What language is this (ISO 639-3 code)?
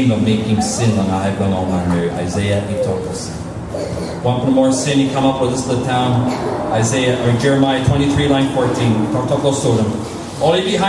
tpi